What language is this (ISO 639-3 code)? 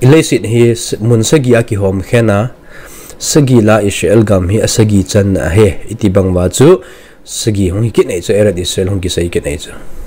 tcz